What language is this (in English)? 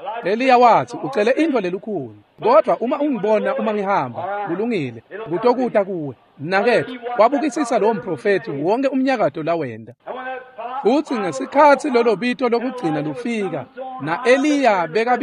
Swati